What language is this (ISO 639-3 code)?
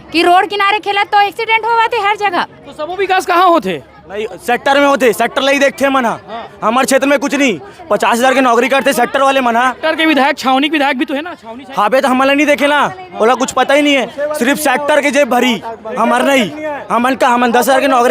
hne